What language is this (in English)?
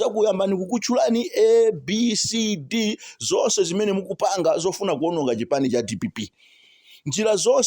Nyanja